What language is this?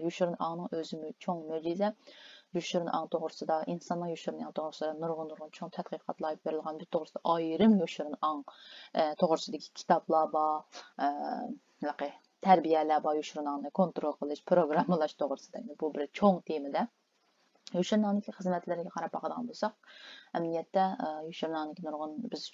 Uyghur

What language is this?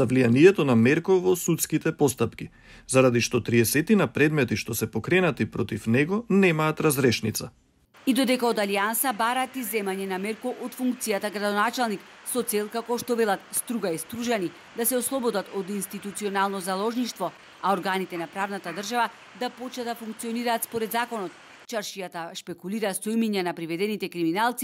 Macedonian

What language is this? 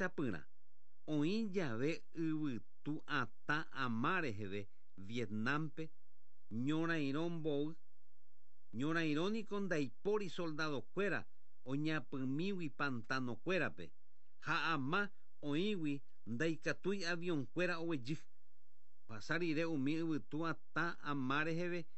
Guarani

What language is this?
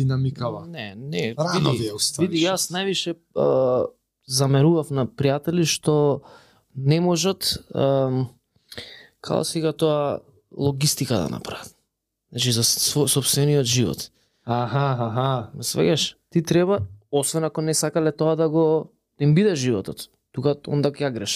Macedonian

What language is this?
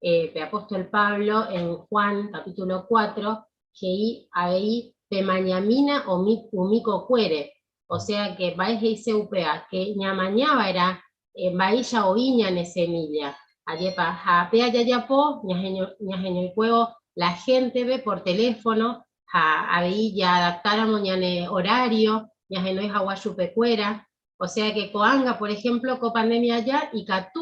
Guarani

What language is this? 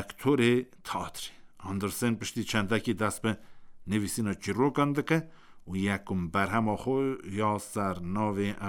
Kurdish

